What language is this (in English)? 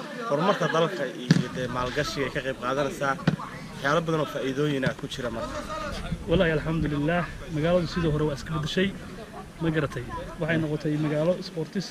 Somali